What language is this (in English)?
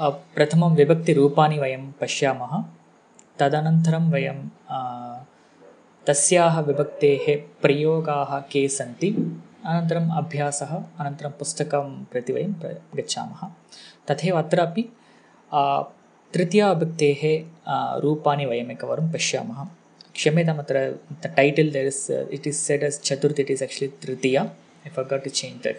Sanskrit